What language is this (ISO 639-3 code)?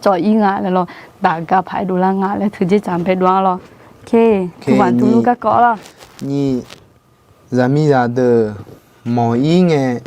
ahk